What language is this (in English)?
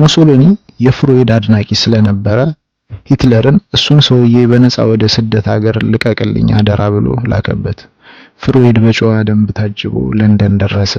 Amharic